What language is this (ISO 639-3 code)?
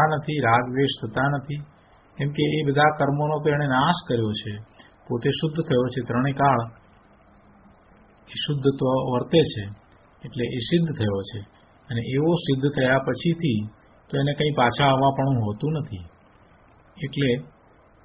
guj